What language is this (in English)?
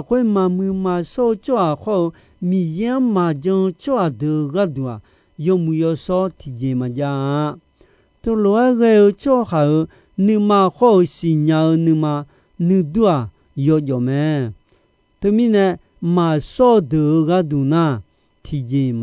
Akha